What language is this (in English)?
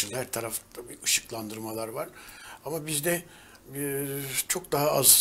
Turkish